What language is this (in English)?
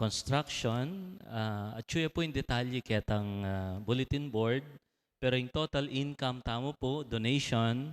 Pampanga